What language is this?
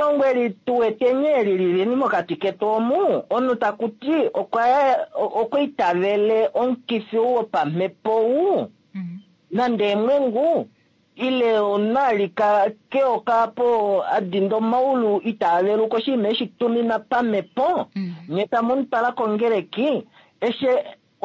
Kuanyama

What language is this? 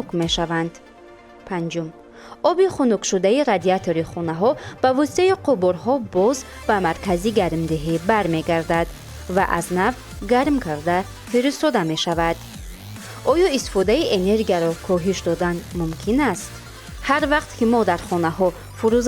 Tajik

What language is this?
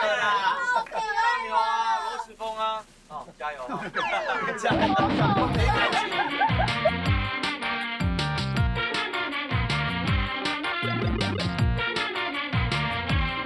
Chinese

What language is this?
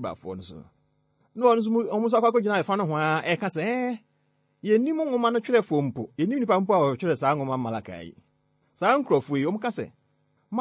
Akan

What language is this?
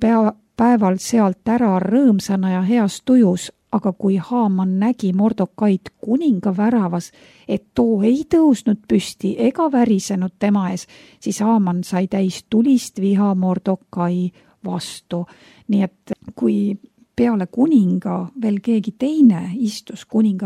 Estonian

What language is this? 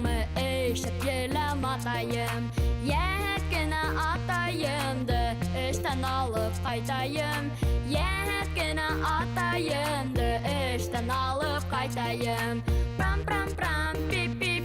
Bashkir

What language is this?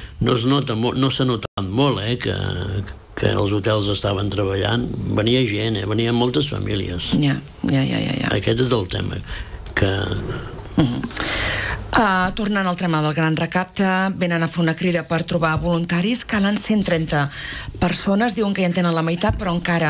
Catalan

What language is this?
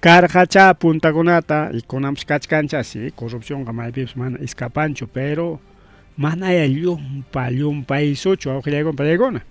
Ayacucho Quechua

